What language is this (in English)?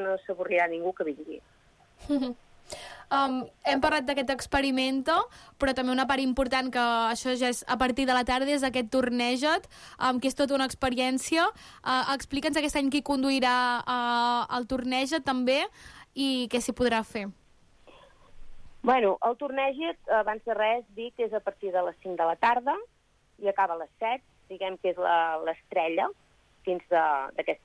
Catalan